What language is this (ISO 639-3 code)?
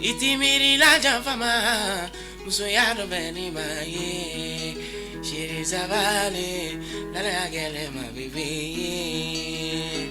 bam